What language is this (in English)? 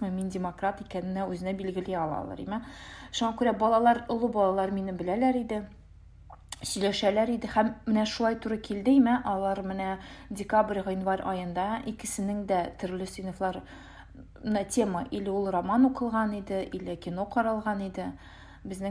Tatar